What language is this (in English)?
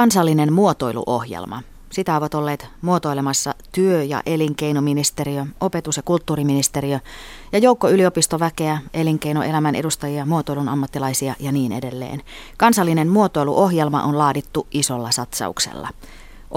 Finnish